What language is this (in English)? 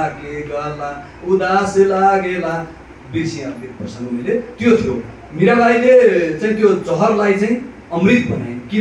Nepali